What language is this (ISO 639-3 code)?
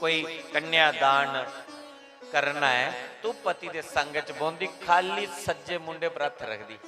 doi